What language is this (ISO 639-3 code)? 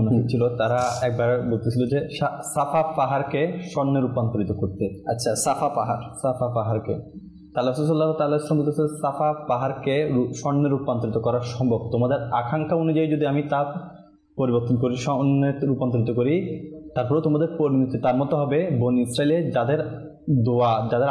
ben